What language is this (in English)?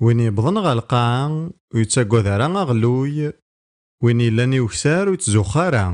Kabyle